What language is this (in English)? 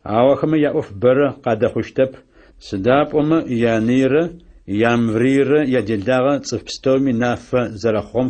Adyghe